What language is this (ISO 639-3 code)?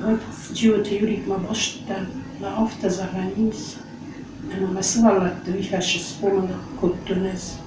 oss